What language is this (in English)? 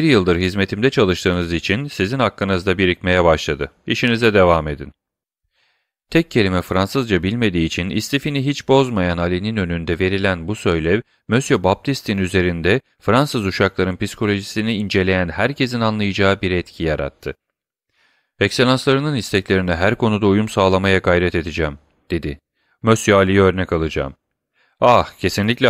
Turkish